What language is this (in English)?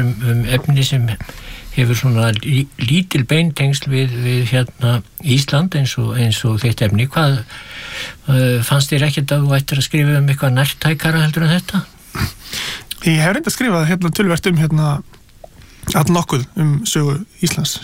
Icelandic